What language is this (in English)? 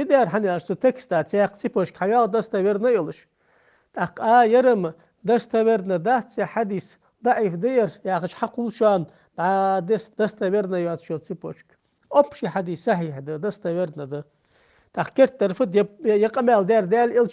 Ingush